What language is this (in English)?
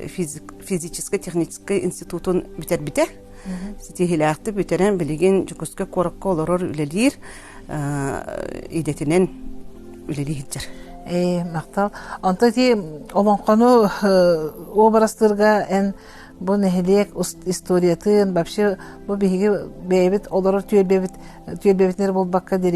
Yakut